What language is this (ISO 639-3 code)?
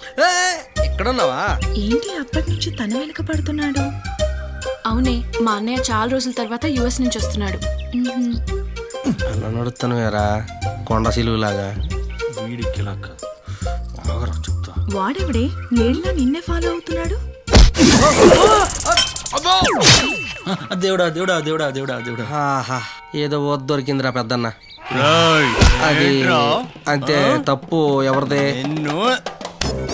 tel